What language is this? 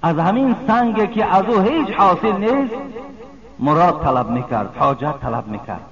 Tajik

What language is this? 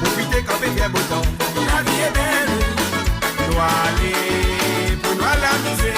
Morisyen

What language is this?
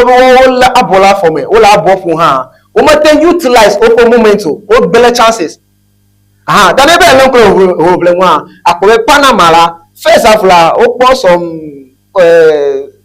Ewe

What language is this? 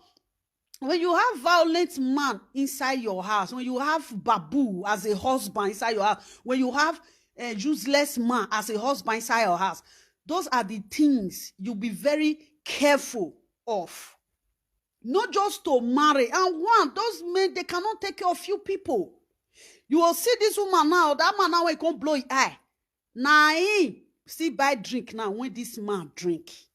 Nigerian Pidgin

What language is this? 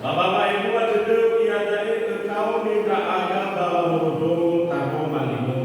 Nias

